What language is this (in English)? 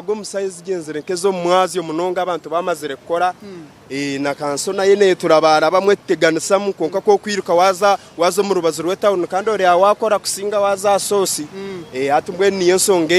Nyankole